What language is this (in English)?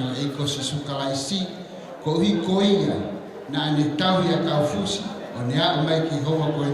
Tongan